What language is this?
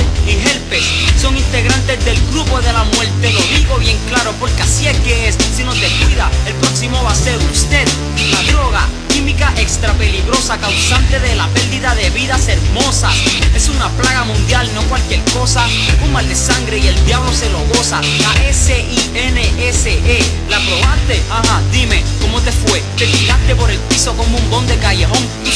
Spanish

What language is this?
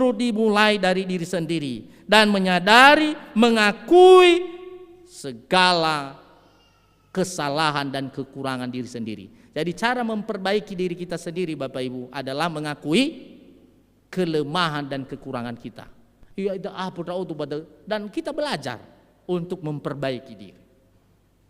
Nias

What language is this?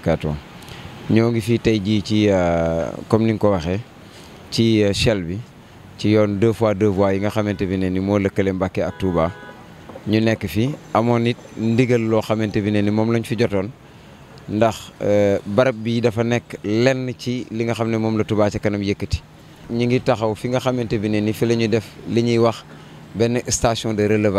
Wolof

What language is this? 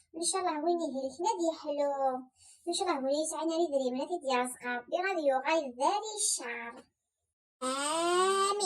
Kabyle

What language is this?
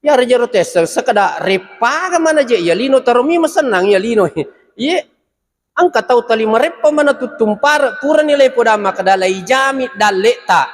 Buginese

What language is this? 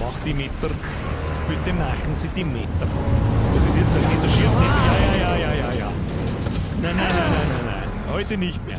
Bavarian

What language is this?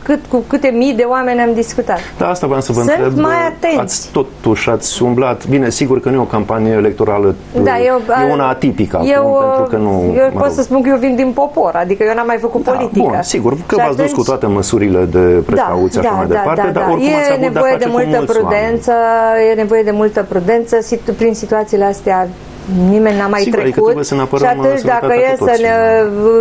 Romanian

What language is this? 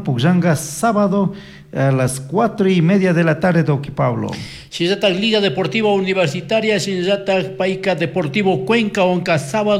Chimborazo Highland Quichua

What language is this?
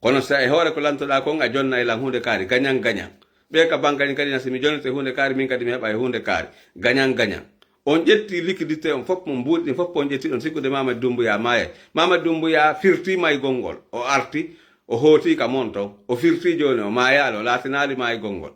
Fula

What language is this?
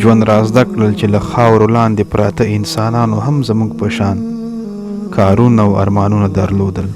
Pashto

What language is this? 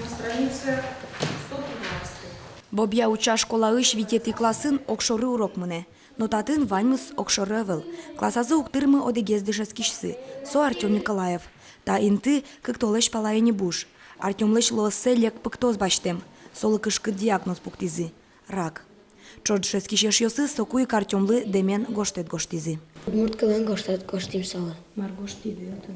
Udmurt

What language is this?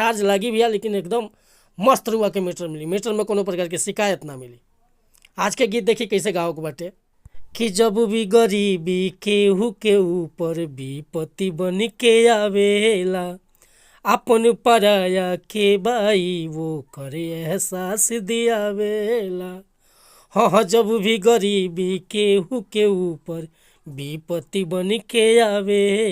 Bhojpuri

